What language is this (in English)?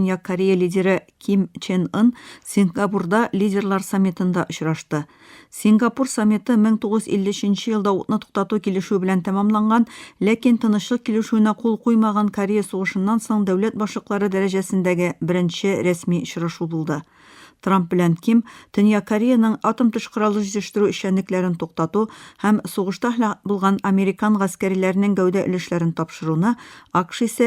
Tatar